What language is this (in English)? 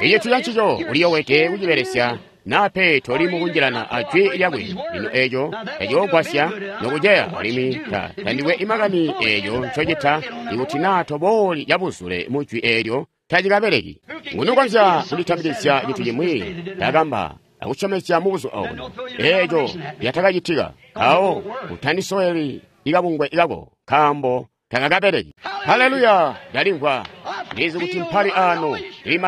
Tonga (Zambia)